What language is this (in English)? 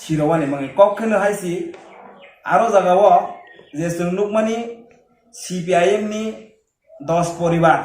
Kok Borok